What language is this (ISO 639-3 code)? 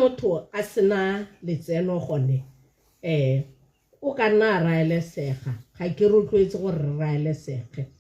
tsn